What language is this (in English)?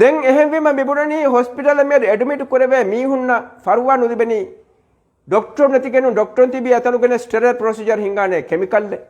Divehi